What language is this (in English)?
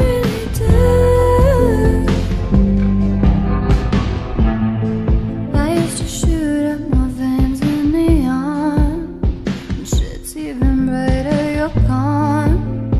English